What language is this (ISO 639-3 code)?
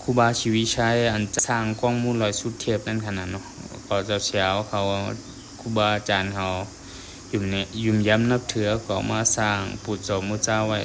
shn